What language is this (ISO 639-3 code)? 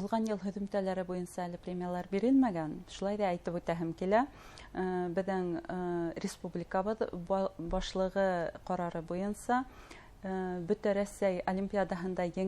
bak